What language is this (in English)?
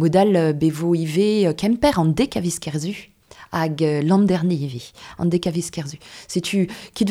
Breton